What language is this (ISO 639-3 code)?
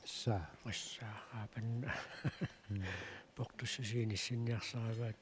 kal